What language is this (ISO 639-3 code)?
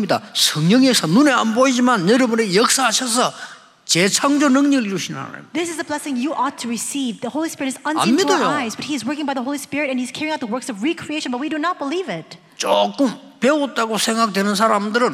kor